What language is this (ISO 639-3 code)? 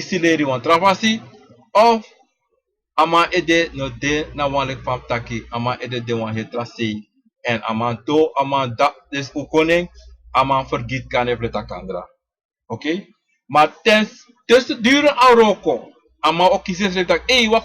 srn